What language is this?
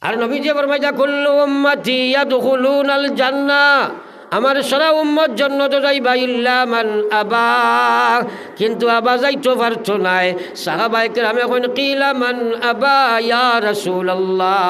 Sylheti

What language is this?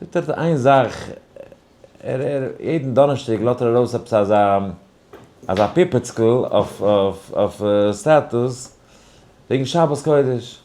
Yiddish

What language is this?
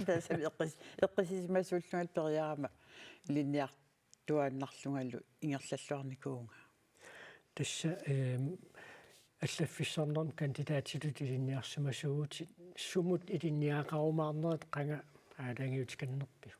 Kalaallisut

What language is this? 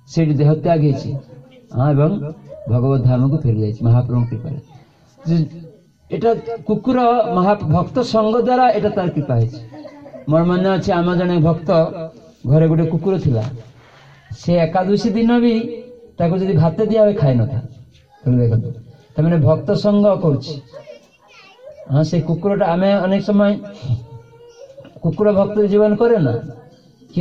Odia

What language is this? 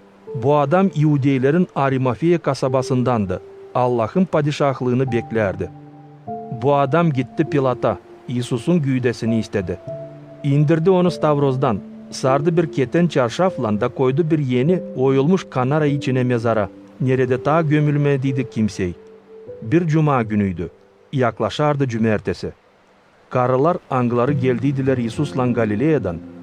Gagauz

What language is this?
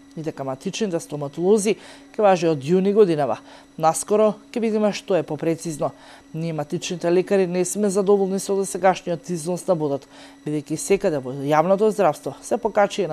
Macedonian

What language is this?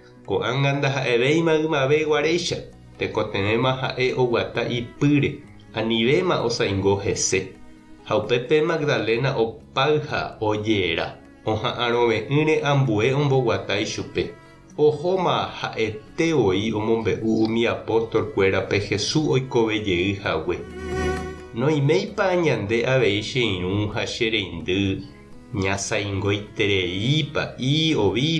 Guarani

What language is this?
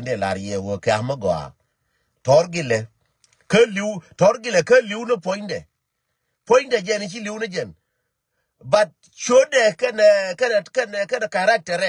Nuer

